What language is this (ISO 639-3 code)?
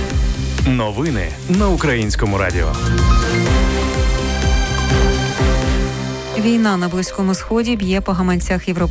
ukr